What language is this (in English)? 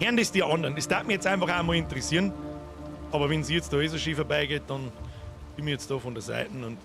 Bavarian